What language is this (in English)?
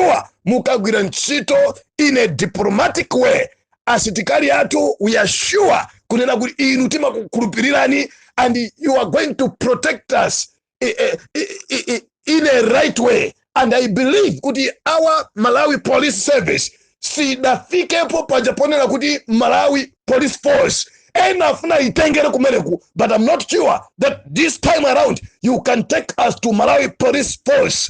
Nyanja